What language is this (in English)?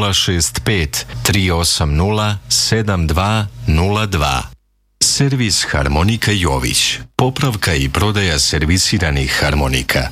Serbian